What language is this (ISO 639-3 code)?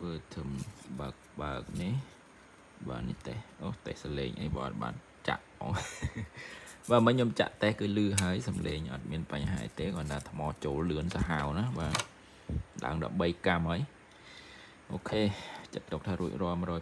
khm